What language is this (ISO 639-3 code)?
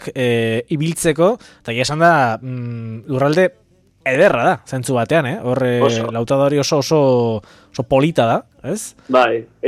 eus